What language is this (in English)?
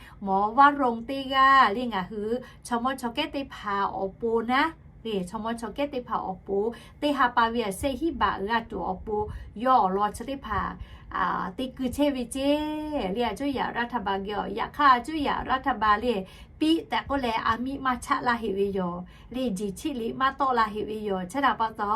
Lahu